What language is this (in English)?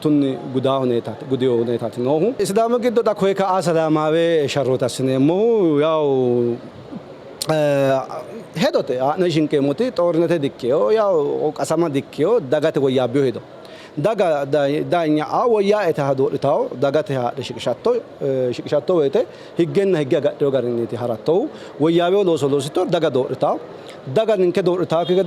Sidamo